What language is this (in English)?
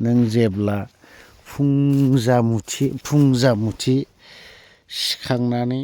Bodo